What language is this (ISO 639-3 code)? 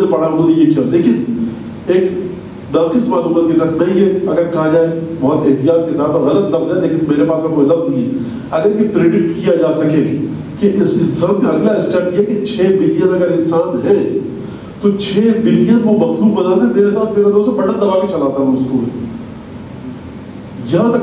urd